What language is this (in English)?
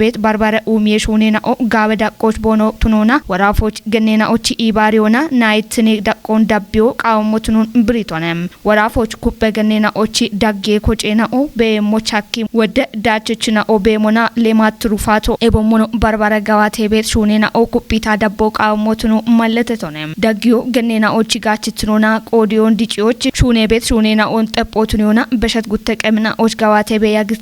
Kafa